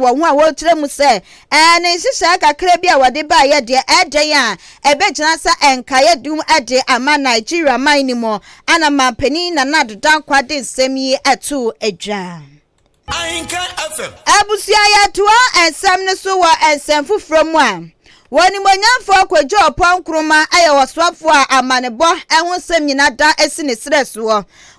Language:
Akan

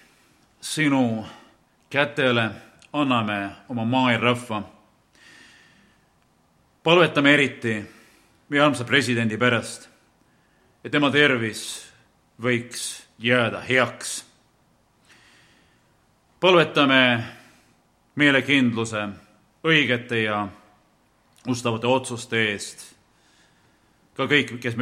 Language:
Estonian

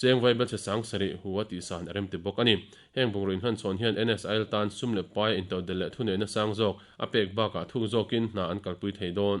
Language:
Mizo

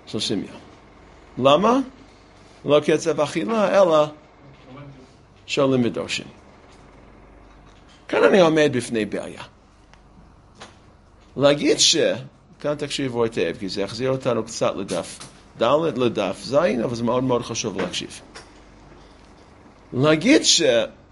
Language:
Hebrew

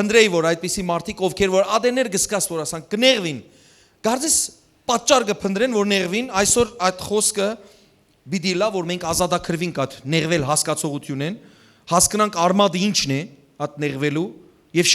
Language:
Western Armenian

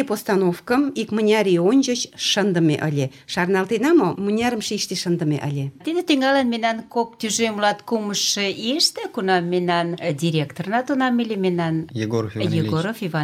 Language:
Mari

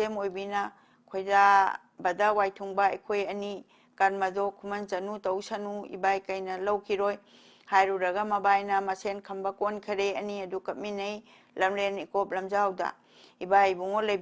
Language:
Manipuri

